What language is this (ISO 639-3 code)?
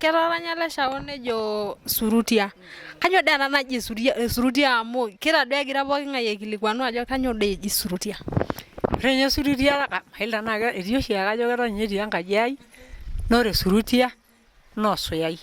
mas